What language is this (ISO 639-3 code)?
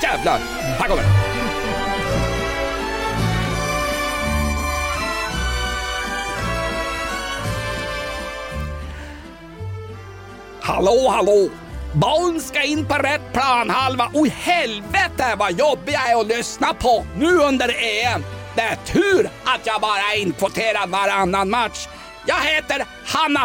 swe